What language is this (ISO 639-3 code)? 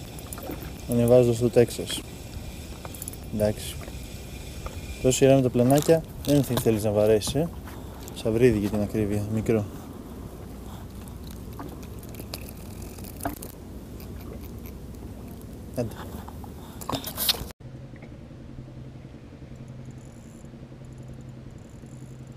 ell